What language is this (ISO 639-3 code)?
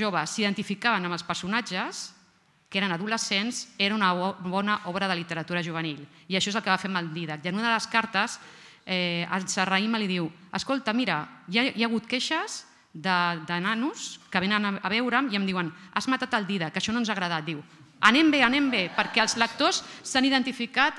cat